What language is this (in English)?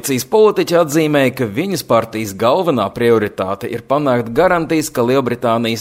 Latvian